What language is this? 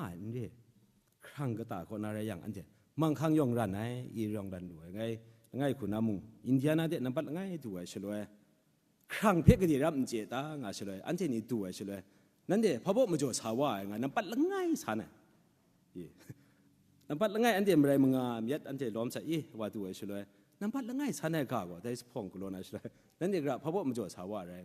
Kachin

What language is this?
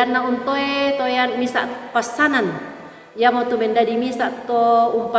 Toraja-Sa'dan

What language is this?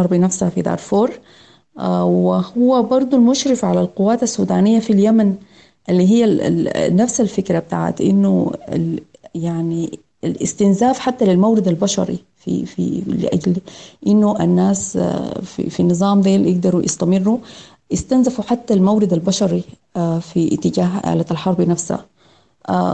Sudanese Arabic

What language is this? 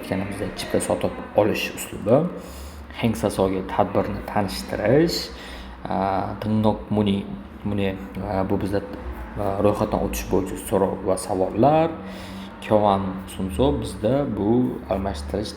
Uzbek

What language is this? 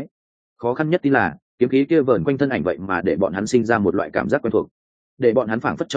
Vietnamese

